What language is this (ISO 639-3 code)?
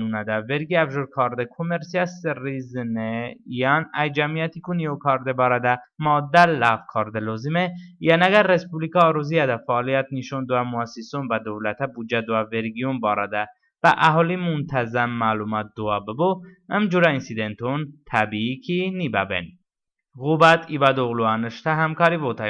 tly